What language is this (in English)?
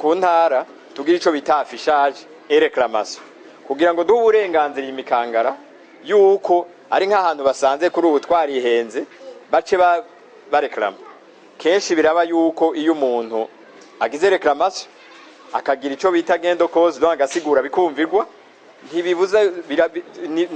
Rundi